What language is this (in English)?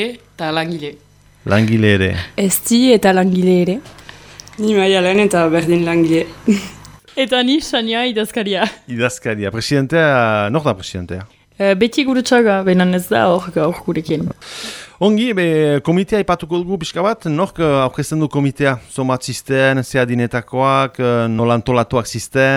Basque